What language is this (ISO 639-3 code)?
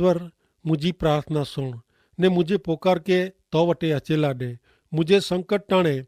kfr